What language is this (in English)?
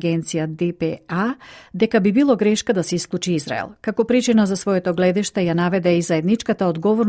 Macedonian